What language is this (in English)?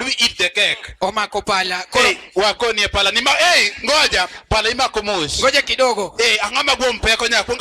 Luo (Kenya and Tanzania)